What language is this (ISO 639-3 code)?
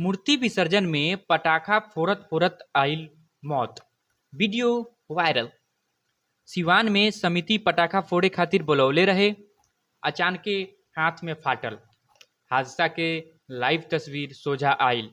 bho